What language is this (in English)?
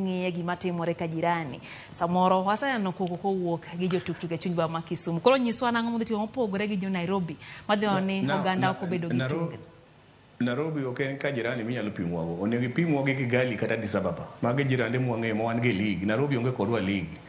Luo (Kenya and Tanzania)